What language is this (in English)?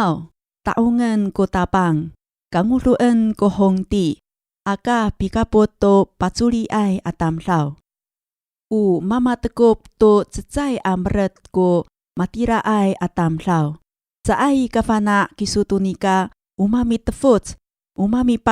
Amis